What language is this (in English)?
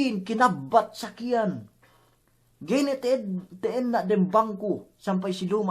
Yakan